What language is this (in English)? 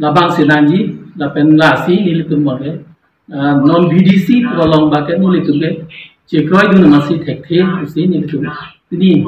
Karbi